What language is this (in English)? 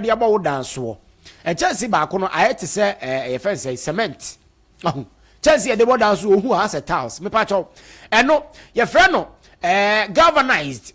Akan